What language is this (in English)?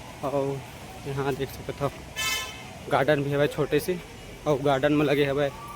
Chhattisgarhi